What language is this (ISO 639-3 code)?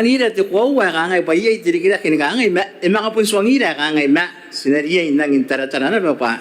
gil